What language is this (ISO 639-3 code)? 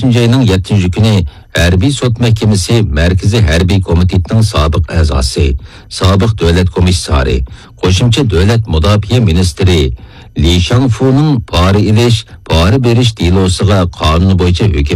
uig